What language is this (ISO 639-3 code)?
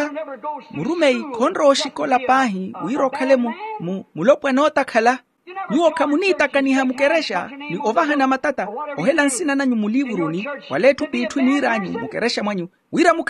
vmw